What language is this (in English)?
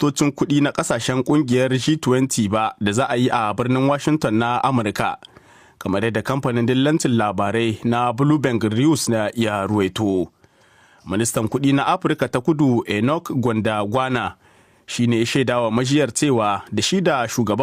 Hausa